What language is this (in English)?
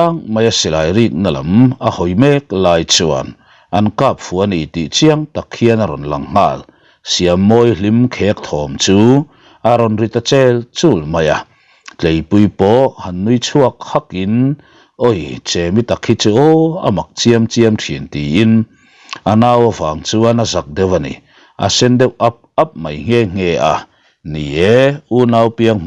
Mizo